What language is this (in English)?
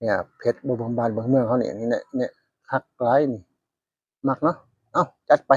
Lao